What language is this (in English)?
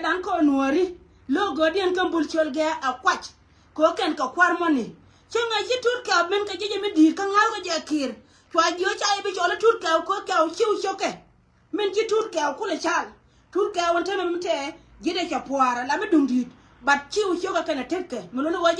Nuer